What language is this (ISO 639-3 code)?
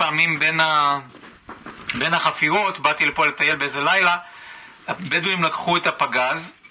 heb